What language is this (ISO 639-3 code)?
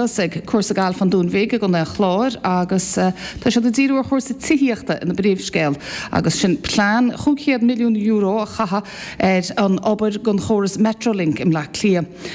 gle